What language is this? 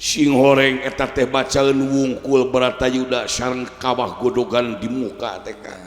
Sundanese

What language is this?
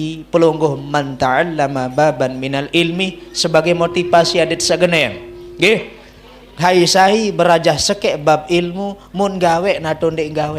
Sasak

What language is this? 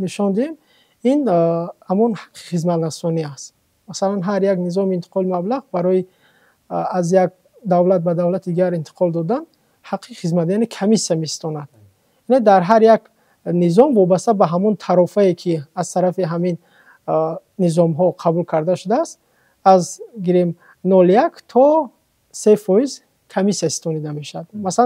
Tajik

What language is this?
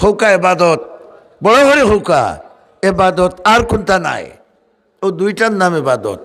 Sylheti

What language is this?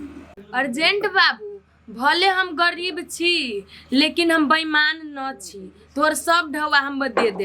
Maithili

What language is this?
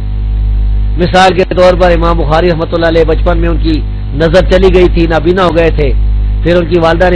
Urdu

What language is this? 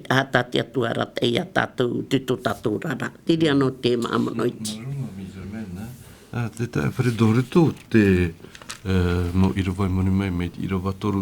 Tahitian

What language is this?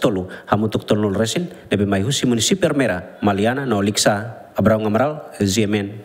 Tetum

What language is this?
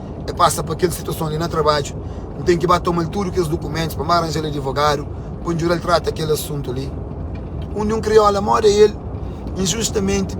Kabuverdianu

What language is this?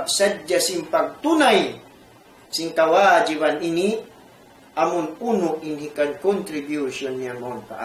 Tausug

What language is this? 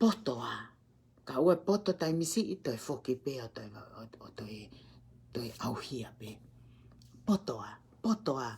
Tongan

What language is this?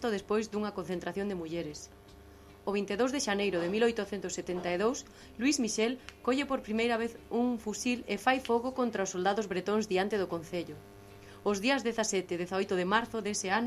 Galician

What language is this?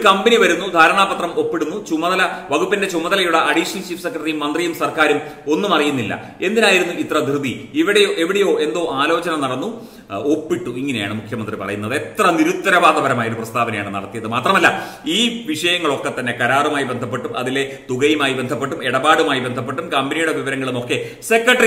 Malayalam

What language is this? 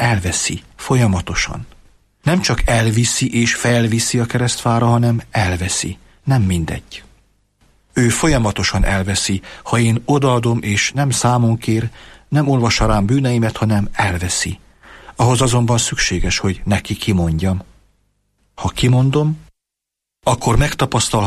Hungarian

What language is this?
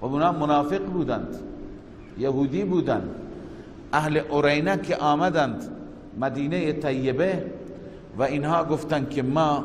Persian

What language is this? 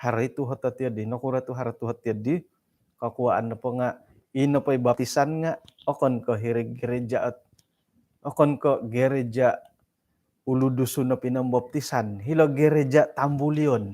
Central Dusun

